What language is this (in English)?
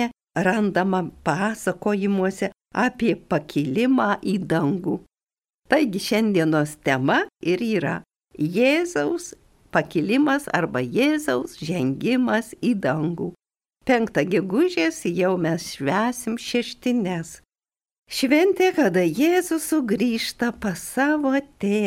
Lithuanian